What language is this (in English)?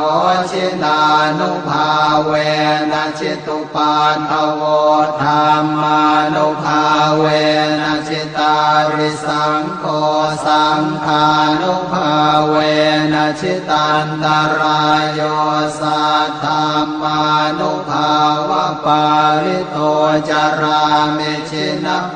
Pali